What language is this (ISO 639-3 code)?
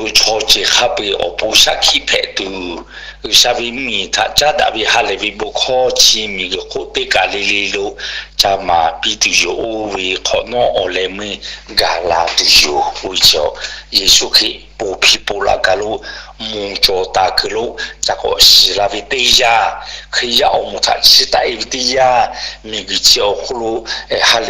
lhu